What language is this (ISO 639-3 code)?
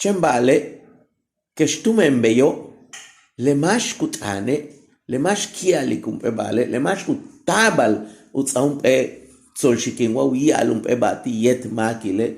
yua